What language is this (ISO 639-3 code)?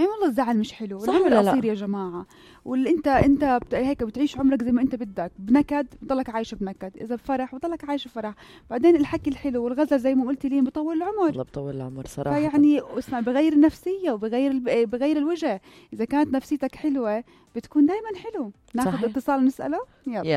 apc